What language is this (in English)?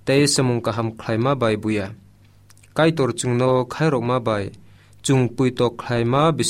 Kok Borok